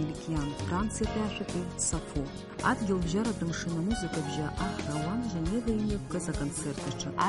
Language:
Abkhazian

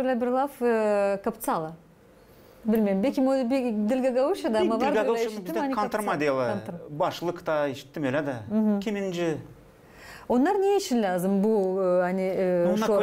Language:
Gagauz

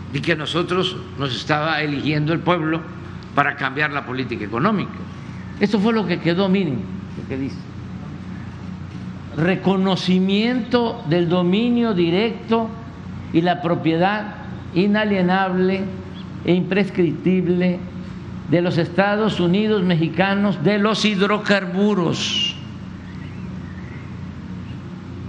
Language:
Spanish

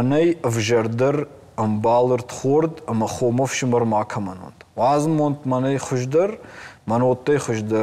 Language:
Ossetic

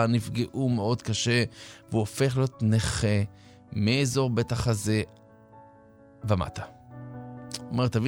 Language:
Hebrew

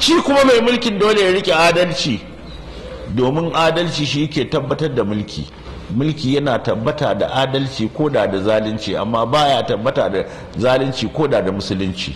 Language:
Hausa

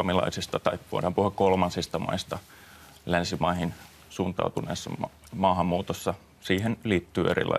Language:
Finnish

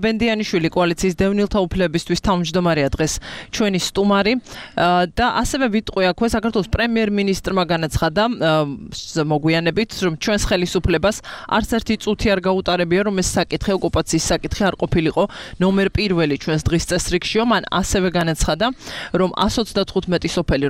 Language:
Georgian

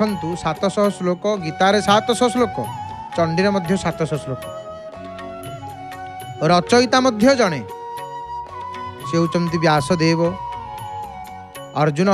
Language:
Odia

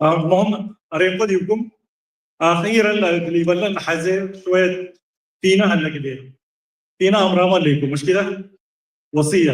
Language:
Tigre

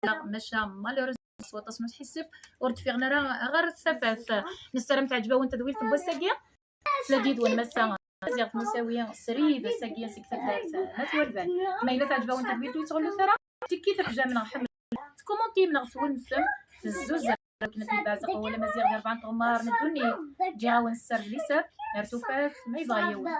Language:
Kabyle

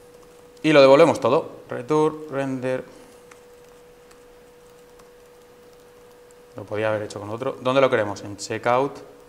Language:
Spanish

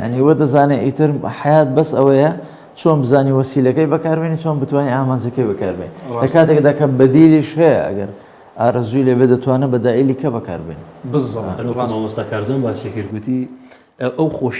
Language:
Central Kurdish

